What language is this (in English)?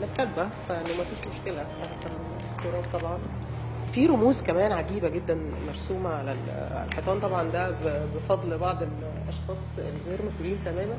Egyptian Arabic